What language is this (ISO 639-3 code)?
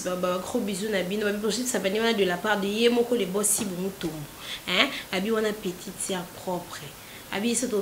lin